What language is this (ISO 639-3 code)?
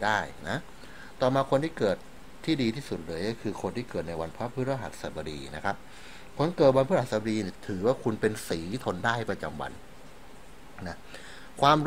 tha